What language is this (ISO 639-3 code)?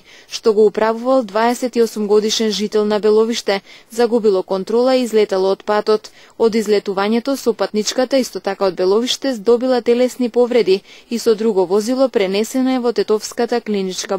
mkd